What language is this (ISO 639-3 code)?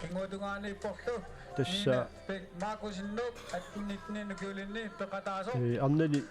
kal